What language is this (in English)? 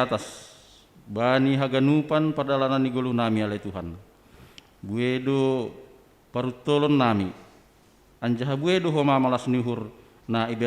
Batak Simalungun